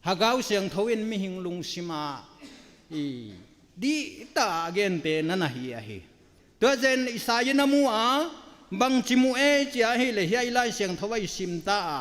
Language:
Tedim Chin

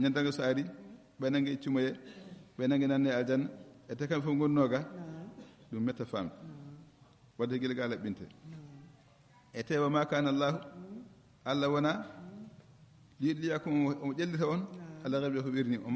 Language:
Fula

